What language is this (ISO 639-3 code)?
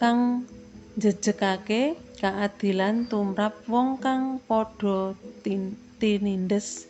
jav